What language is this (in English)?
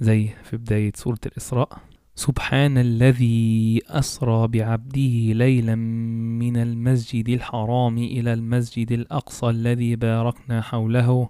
Egyptian Arabic